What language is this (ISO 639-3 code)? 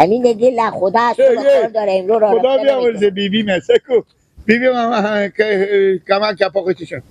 fas